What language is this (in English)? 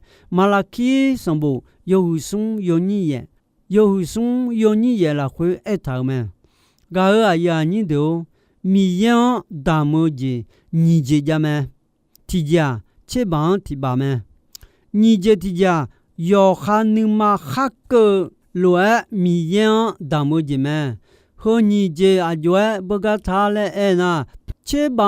Akha